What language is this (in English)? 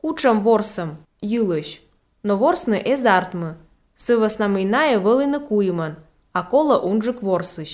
Latvian